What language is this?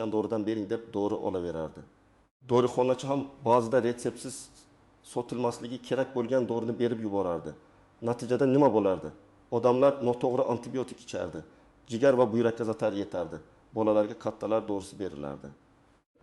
Uzbek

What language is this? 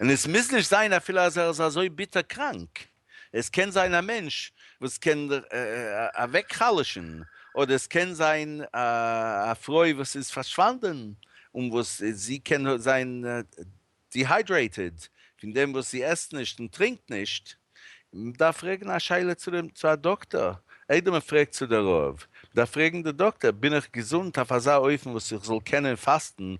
Yiddish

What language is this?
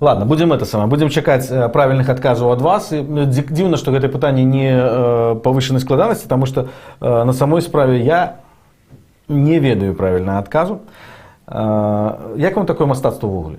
Belarusian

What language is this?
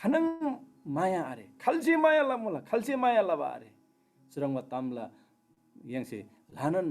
Eastern Tamang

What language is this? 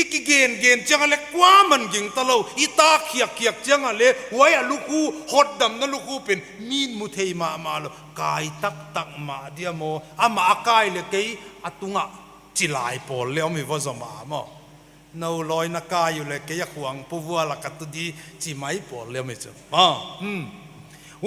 Paite Chin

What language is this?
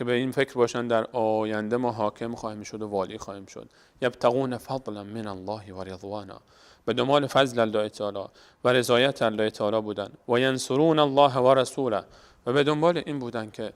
Persian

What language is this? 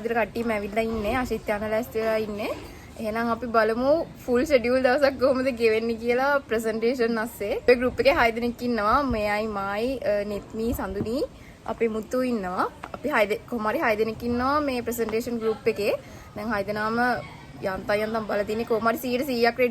Sinhala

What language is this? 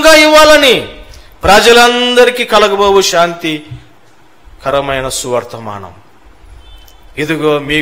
Telugu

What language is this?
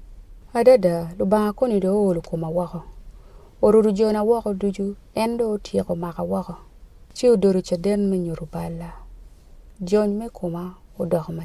Acoli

